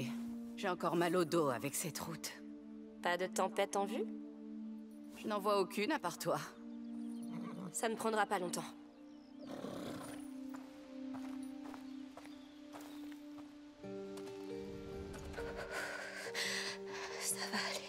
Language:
French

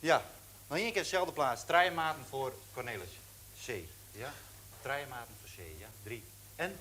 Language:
Western Frisian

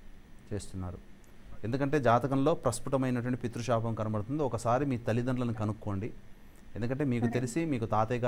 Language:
Telugu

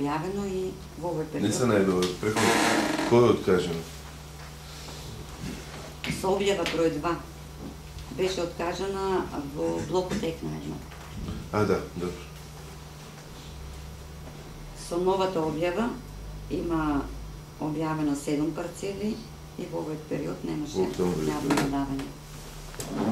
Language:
Macedonian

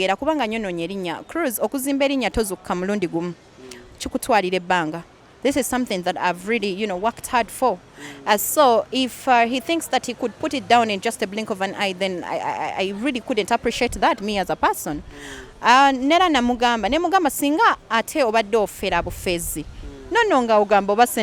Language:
Ganda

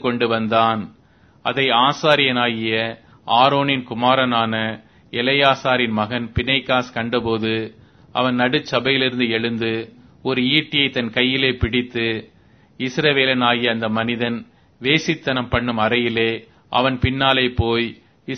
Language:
Tamil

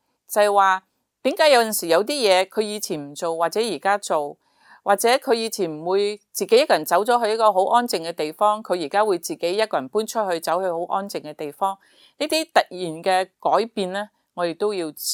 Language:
Cantonese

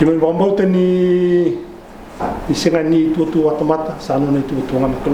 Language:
Fijian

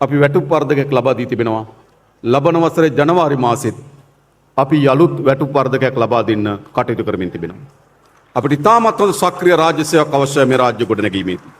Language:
Sinhala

